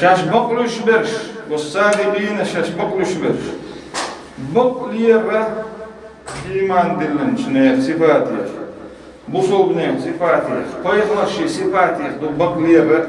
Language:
Chechen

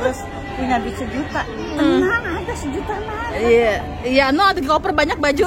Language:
Betawi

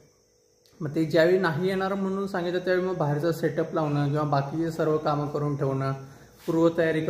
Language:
Marathi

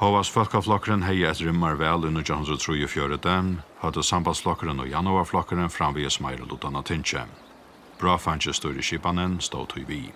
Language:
Faroese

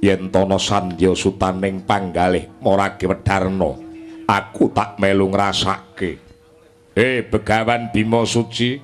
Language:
Javanese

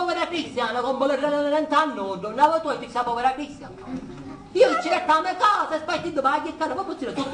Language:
Sicilian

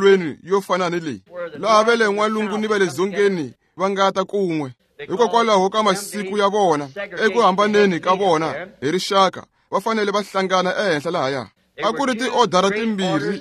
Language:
Tsonga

